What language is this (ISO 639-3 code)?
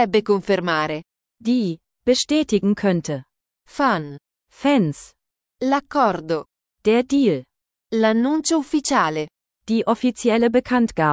ita